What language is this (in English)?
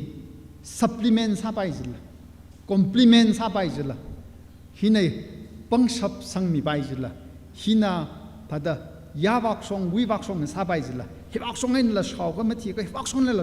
Tangkhul Naga (India)